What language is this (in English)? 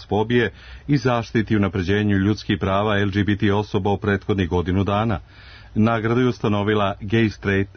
Serbian